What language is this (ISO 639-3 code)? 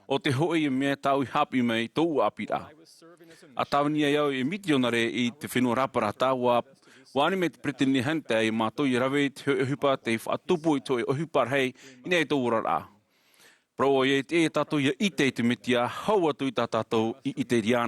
tah